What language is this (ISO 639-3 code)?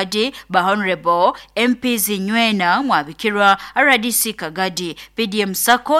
nyo